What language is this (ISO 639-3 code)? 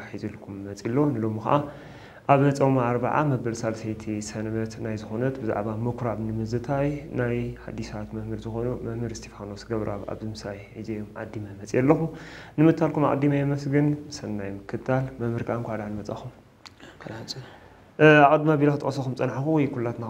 tir